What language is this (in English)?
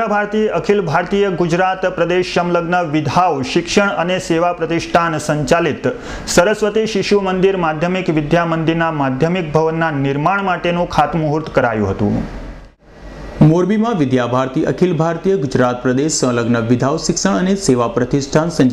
Gujarati